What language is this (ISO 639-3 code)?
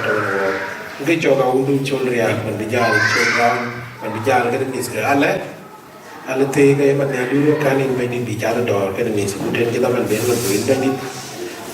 din